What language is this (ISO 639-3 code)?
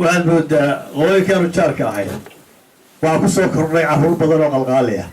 som